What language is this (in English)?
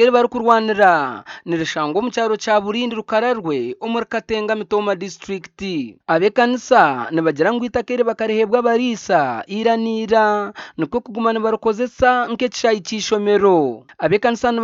Nyankole